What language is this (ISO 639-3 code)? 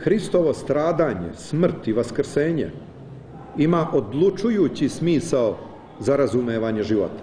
srp